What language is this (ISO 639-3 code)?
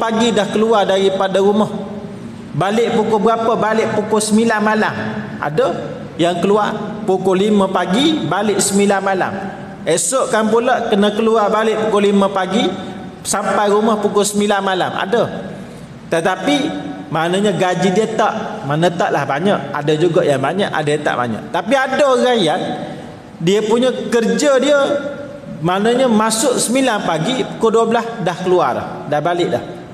msa